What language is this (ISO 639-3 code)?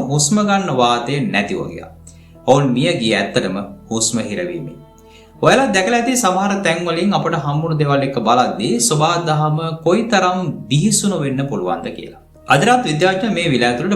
sin